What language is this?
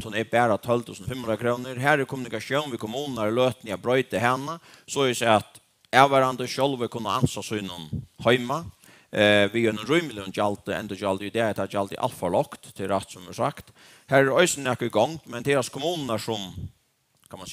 Faroese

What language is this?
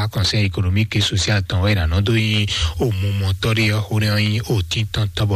Fon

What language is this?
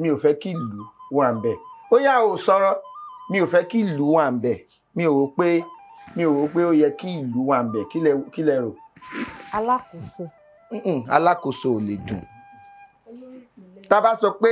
Yoruba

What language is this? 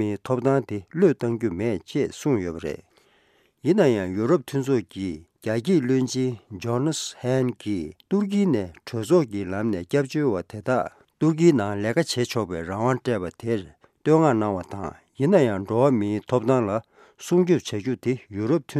Tibetan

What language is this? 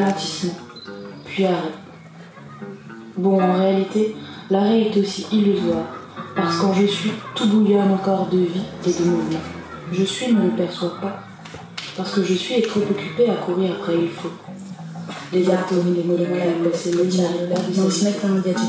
French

